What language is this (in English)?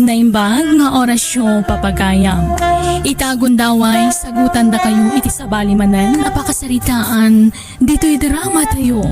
Iloko